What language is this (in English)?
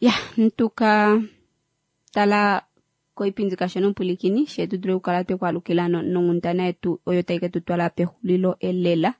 Kuanyama